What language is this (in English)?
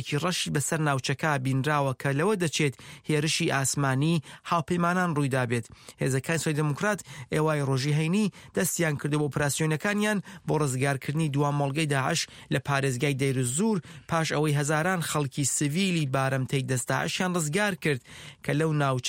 Central Kurdish